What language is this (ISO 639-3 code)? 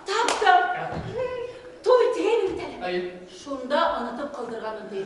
bak